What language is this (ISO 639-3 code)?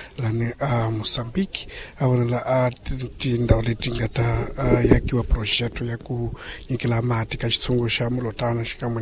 tso